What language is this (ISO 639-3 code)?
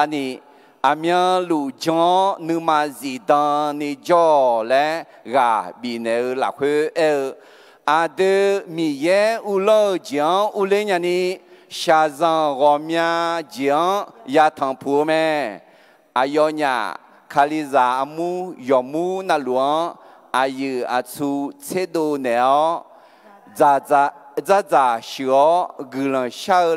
ahk